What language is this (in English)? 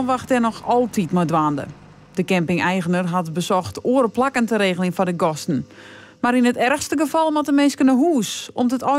Western Frisian